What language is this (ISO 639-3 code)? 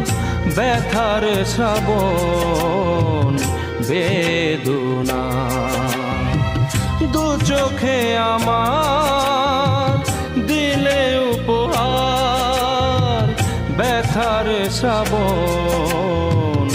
ben